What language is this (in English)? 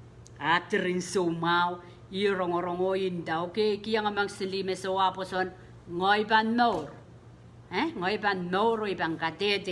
Pohnpeian